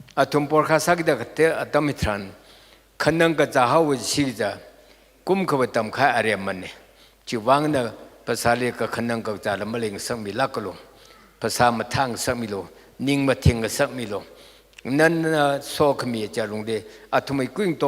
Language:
Tangkhul Naga (India)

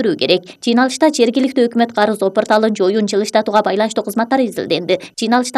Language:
Kyrgyz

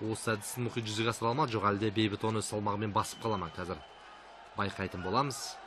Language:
Kazakh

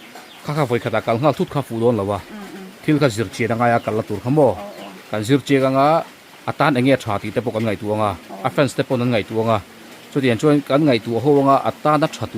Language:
Mizo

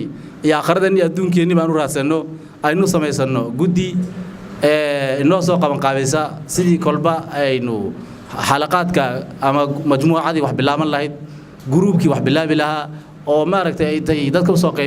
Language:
Somali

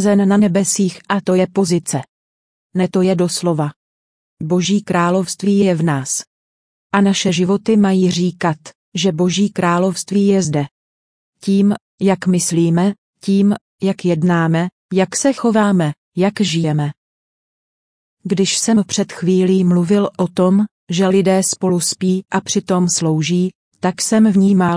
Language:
Czech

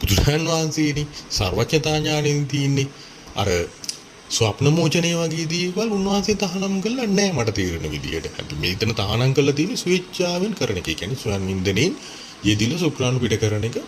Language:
Sinhala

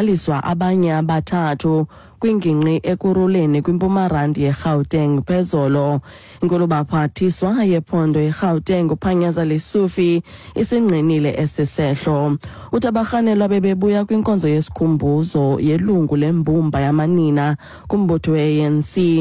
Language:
Xhosa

